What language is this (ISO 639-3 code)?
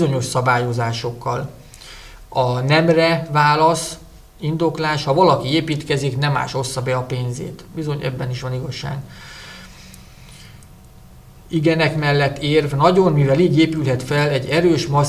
hun